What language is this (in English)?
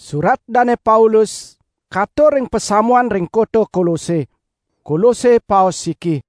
Balinese